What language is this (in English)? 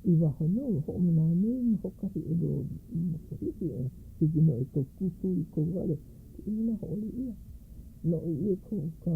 Hawaiian